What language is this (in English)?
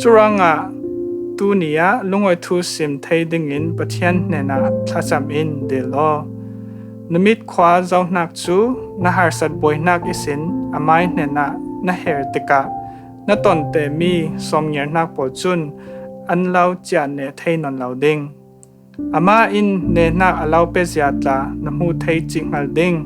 Falam Chin